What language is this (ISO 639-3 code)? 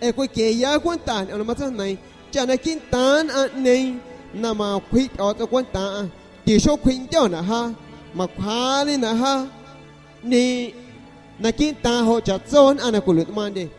azg